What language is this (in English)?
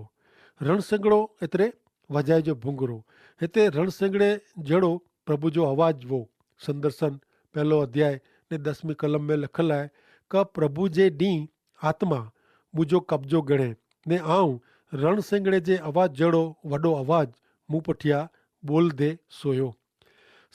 Kachhi